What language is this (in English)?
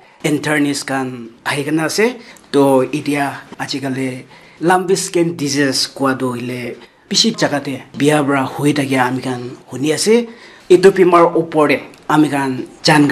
Naga Pidgin